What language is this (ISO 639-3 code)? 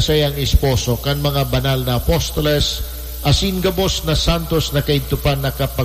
bik